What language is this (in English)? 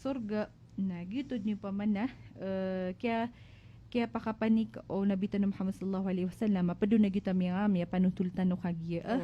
Maranao